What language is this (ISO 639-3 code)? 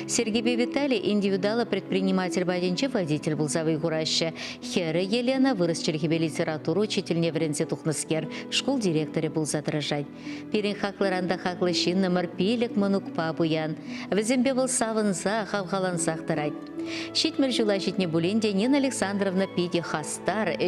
chv